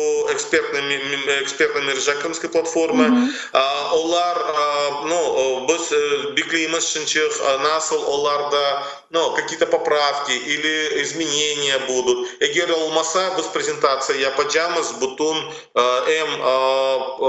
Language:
Crimean Tatar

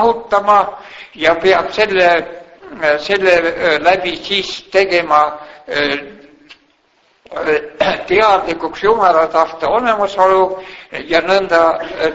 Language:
Estonian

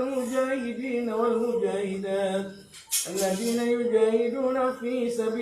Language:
Maranao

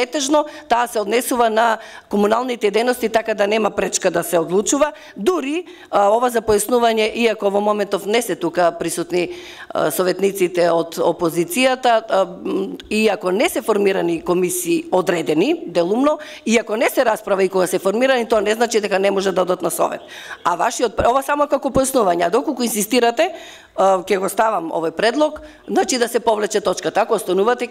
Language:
Macedonian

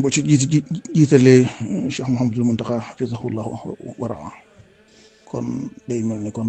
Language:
Wolof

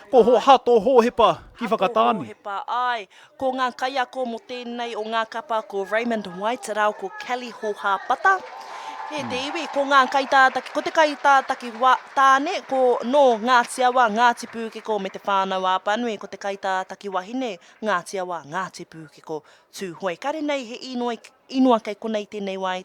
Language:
Māori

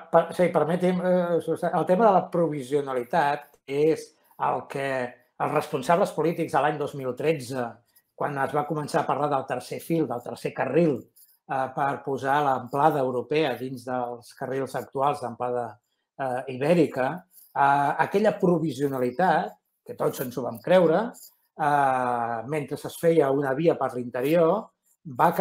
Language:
Catalan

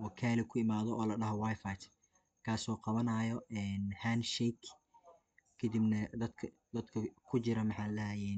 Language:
Somali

